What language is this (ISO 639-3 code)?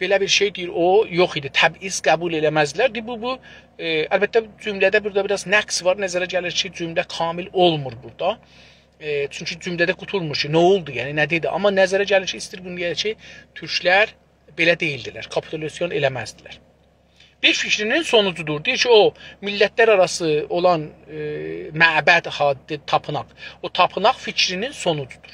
azb